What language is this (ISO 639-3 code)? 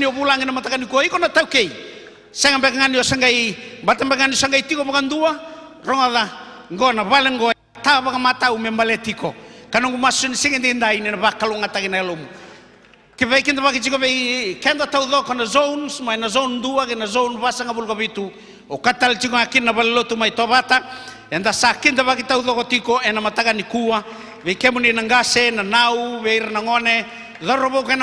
fij